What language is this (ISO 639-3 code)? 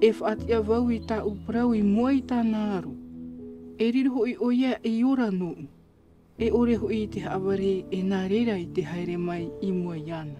tah